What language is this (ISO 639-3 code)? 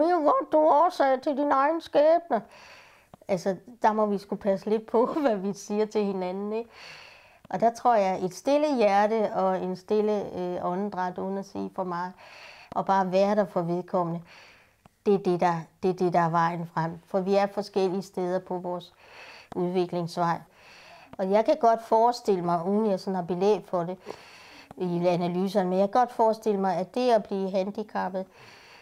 dan